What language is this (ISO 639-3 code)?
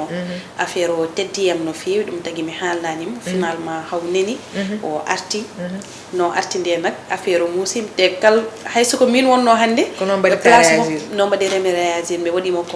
ful